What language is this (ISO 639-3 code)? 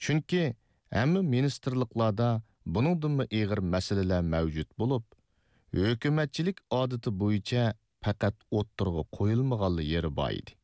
uig